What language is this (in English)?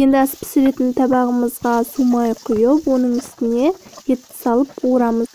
Kazakh